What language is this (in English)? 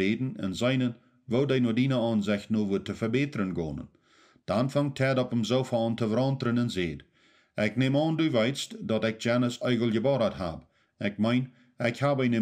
Plautdietsch